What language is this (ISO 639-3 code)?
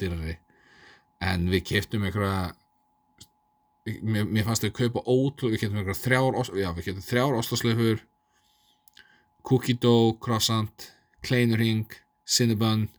isl